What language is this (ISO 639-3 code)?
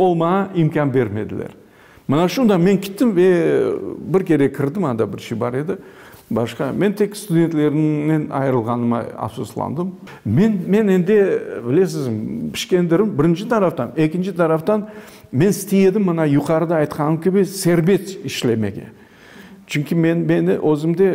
crh